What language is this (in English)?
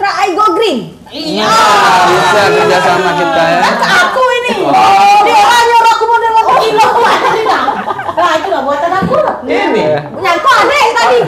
Musi